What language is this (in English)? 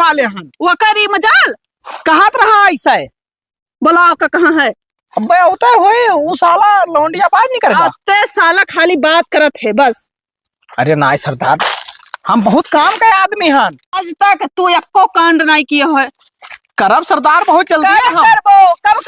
Awadhi